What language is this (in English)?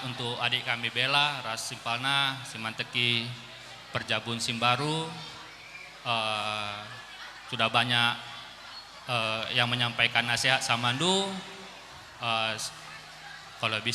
Batak Karo